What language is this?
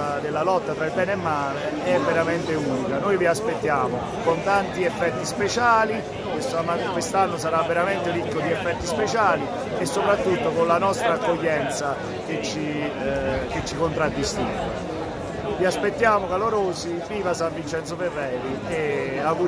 Italian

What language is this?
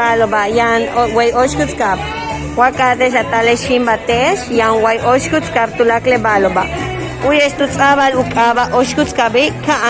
Yucateco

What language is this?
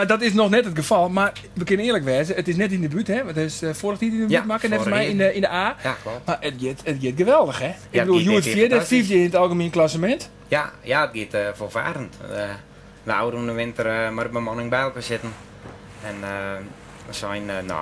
Western Frisian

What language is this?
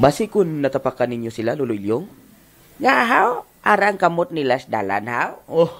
Hiligaynon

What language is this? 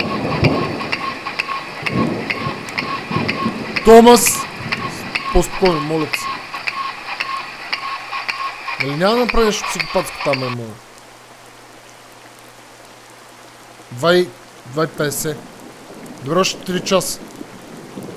Bulgarian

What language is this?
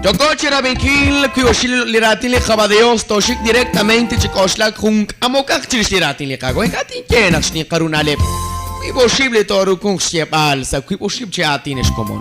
Kekchí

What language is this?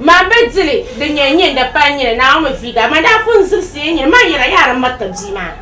Dagbani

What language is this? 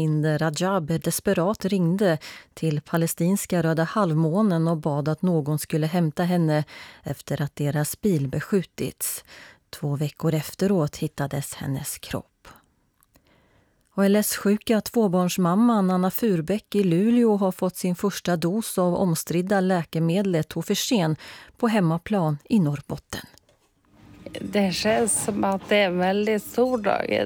Swedish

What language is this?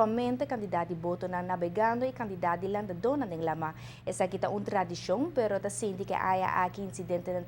Papiamento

